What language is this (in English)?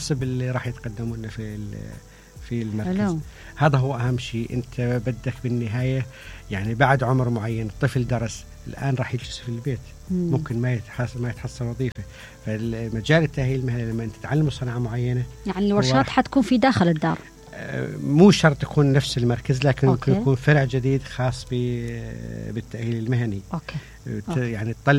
Mesopotamian Arabic